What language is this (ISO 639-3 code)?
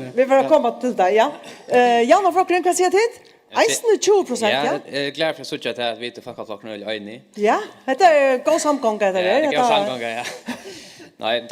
fao